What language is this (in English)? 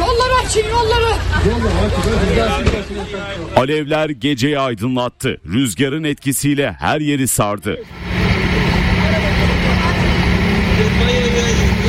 Turkish